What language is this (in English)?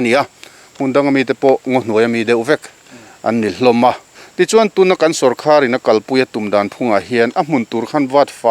Mizo